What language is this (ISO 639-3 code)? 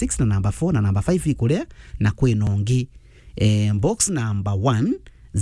mer